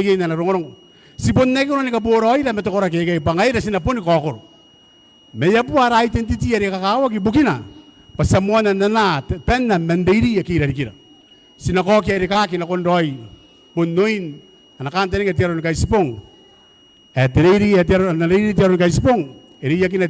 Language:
Gilbertese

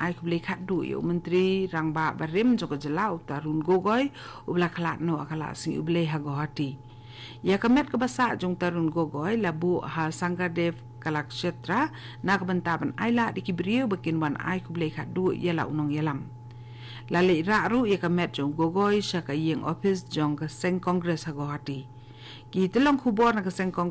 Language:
Khasi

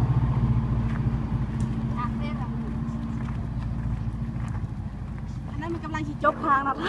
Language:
Lao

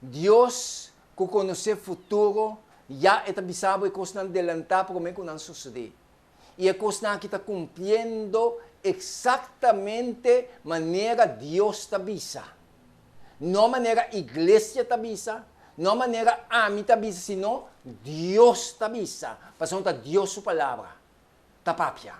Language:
Papiamento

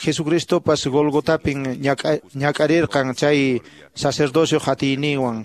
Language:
Quechua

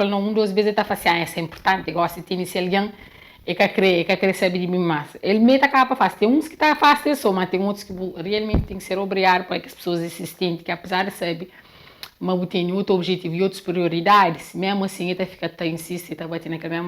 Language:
Kabuverdianu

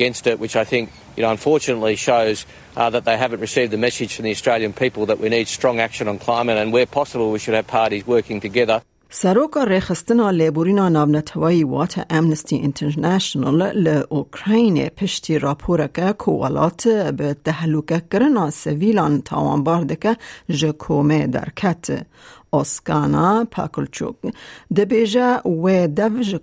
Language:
Kurdish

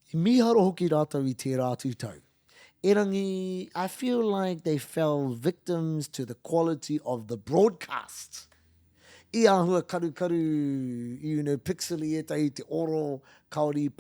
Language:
Māori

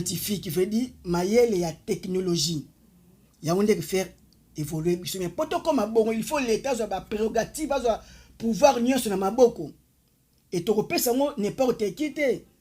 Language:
Lingala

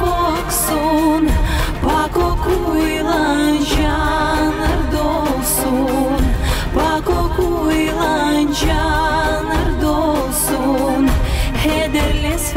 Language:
Gagauz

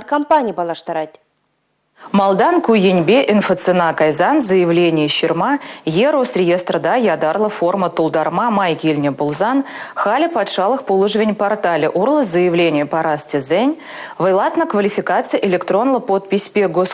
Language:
Chuvash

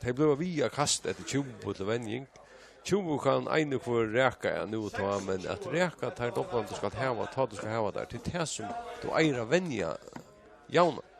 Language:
Faroese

